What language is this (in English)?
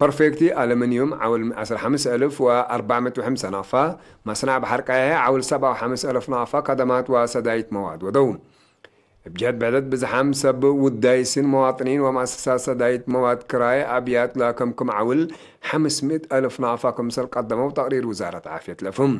Tigre